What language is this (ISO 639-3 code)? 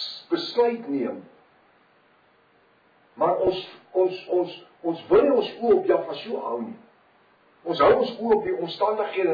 afr